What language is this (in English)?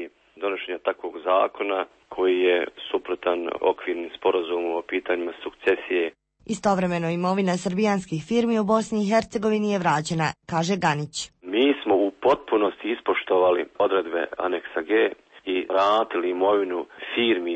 Serbian